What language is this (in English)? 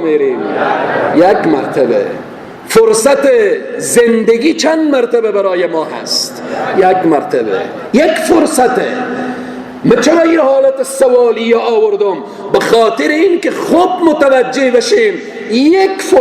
Persian